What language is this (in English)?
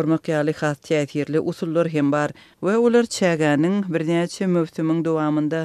Turkmen